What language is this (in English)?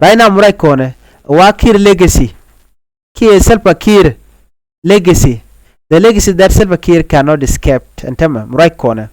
Nuer